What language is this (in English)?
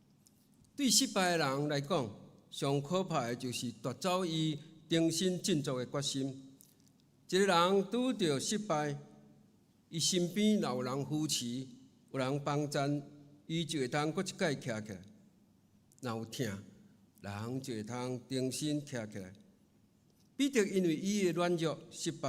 Min Nan Chinese